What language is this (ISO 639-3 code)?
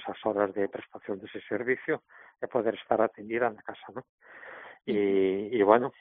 glg